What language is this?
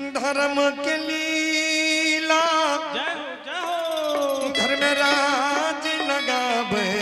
Angika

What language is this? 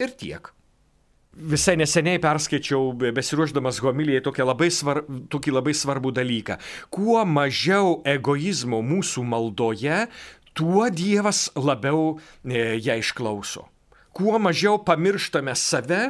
Lithuanian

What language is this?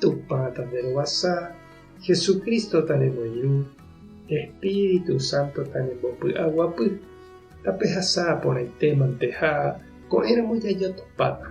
Guarani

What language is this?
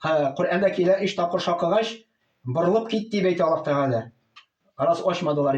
Tatar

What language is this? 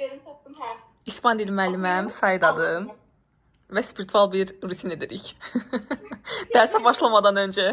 Azerbaijani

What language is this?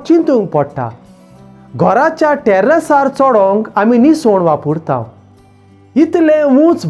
Konkani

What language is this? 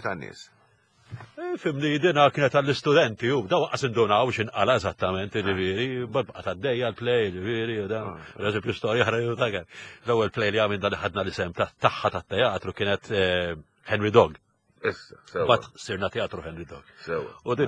Maltese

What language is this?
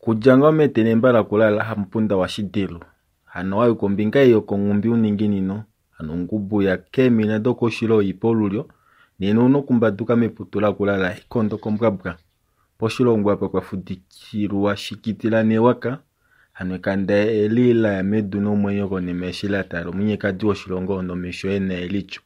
Kuanyama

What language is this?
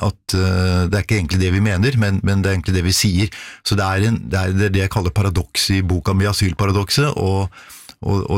Norwegian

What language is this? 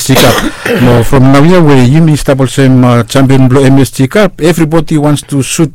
Bislama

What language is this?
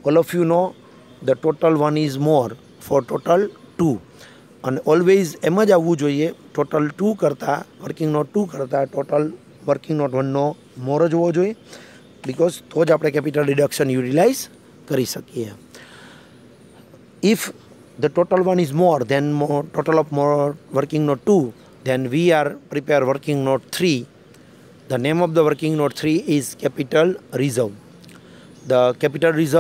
Gujarati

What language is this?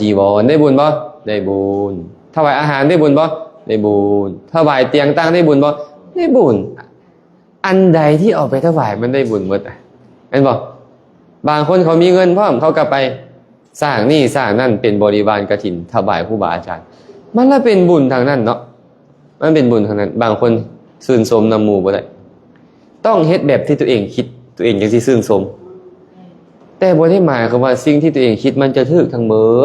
Lao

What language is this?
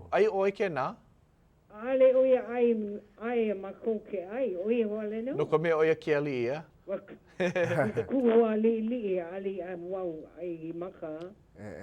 Hawaiian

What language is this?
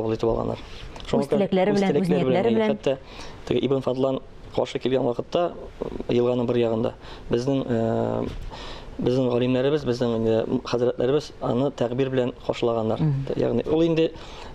Tatar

